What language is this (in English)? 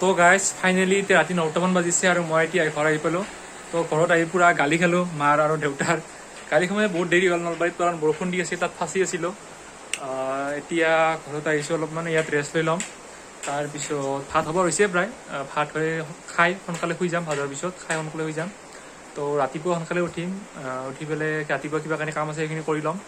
Assamese